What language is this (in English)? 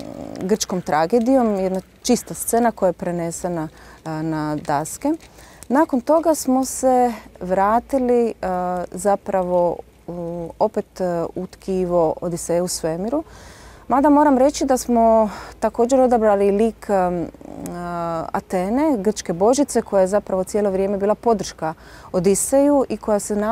Croatian